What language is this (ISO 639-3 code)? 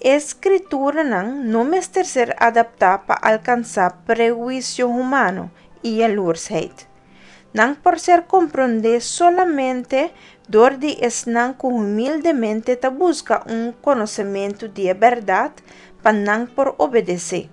pap